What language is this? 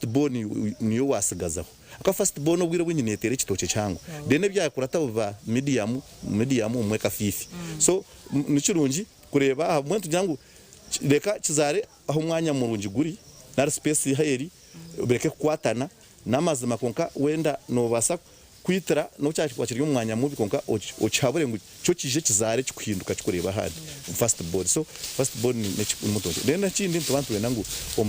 Nyankole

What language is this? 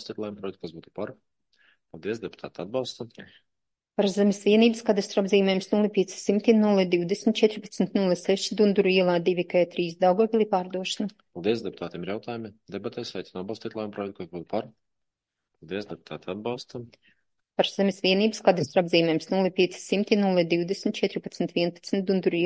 Latvian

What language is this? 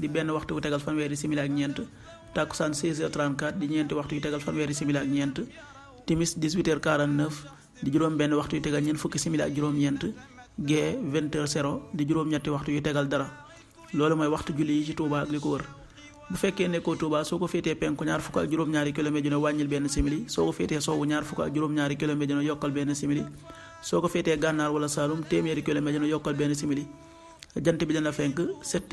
Wolof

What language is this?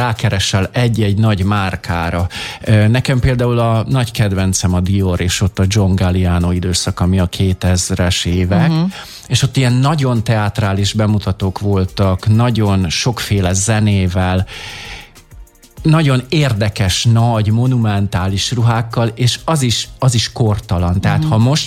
Hungarian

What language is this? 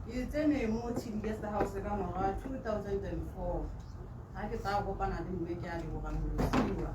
Tswana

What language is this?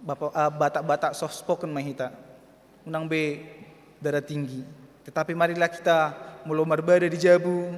Batak Toba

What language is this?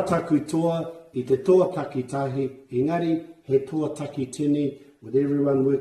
Māori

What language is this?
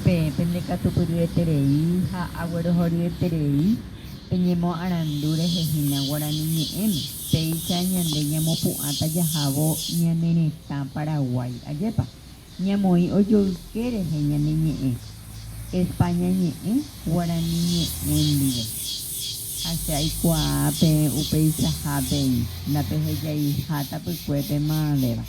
Guarani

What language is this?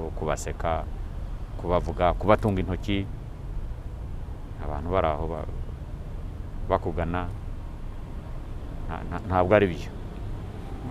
Kinyarwanda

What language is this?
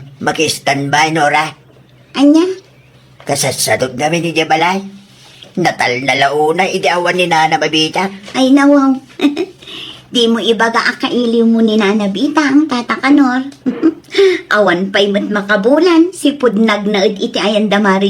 Iloko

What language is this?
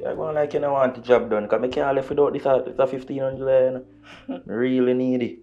Jamaican Creole English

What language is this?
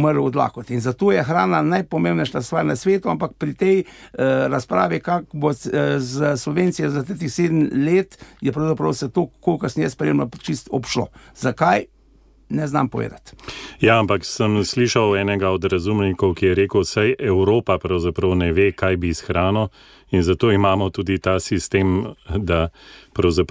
Slovenian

